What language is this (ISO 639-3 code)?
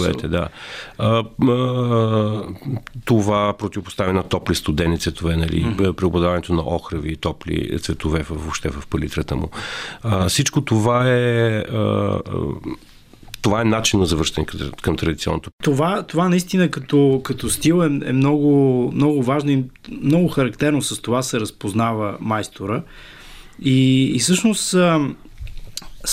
bul